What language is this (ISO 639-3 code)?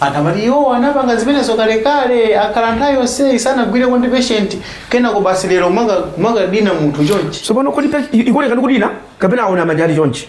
nya